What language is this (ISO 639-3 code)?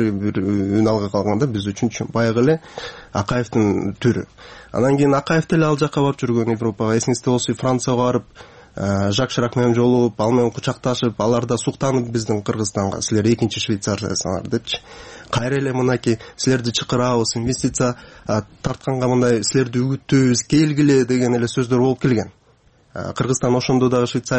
kir